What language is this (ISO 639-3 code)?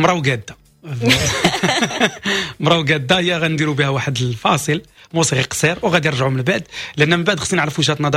ary